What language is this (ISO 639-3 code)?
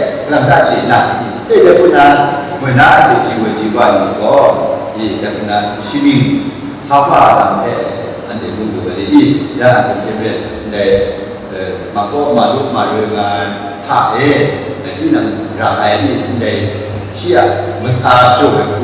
kac